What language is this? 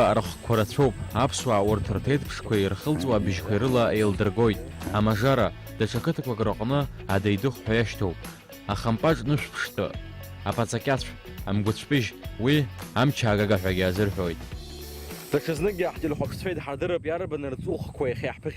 Abkhazian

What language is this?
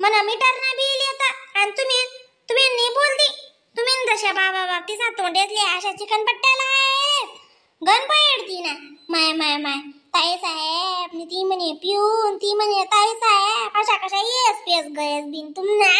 Khandesi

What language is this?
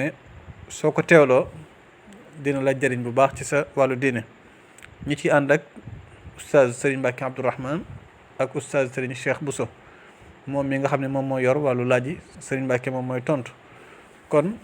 Wolof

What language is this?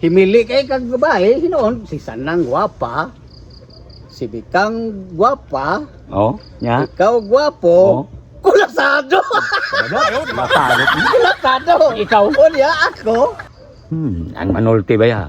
Cebuano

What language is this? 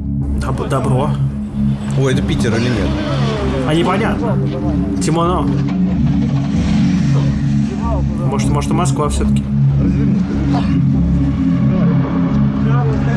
Russian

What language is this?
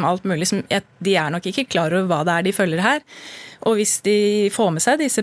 Norwegian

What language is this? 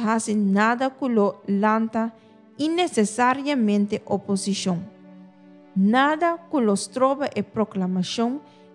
Papiamento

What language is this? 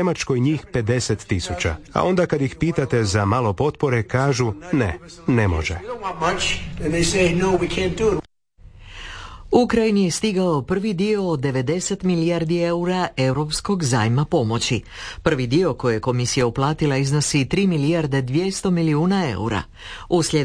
Croatian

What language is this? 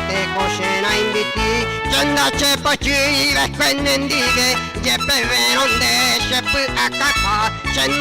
Guarani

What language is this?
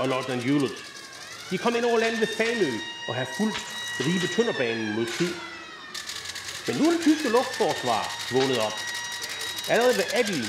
Danish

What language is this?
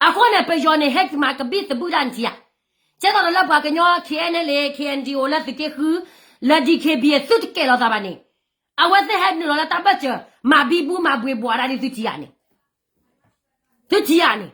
S'gaw Karen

